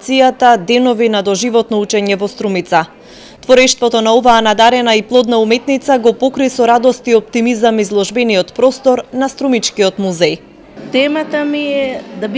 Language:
Macedonian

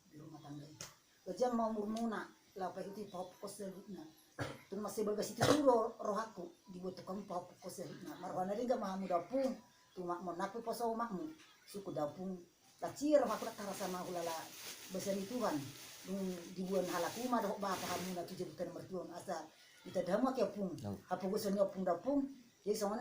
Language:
Batak Toba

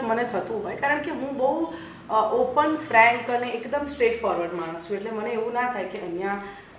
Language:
Gujarati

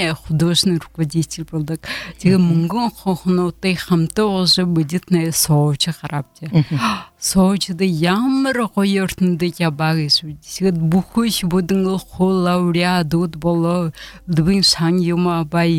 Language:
Buriat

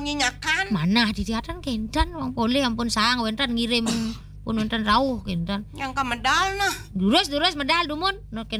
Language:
Balinese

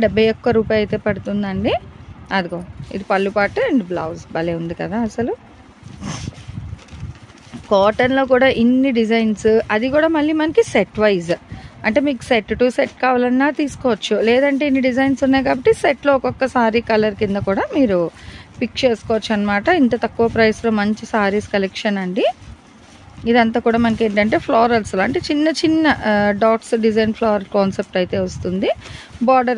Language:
Telugu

